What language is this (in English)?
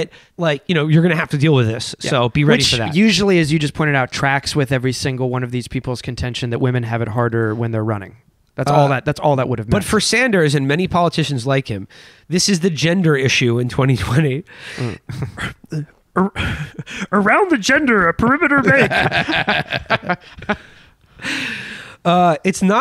English